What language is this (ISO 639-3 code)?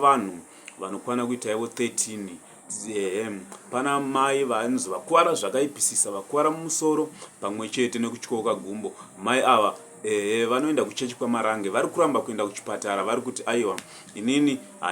sna